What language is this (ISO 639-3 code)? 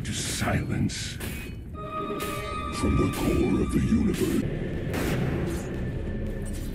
eng